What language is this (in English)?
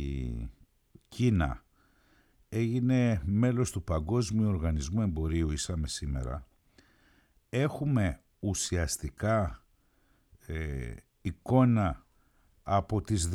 Greek